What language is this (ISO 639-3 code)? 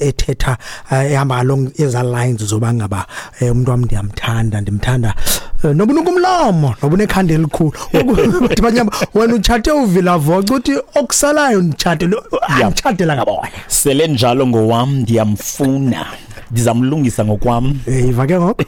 xho